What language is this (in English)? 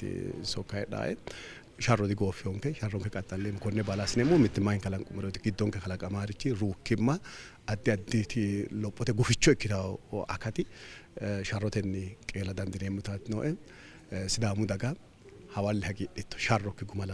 Sidamo